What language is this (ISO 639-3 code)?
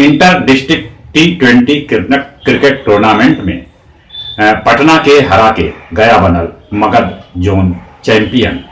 mag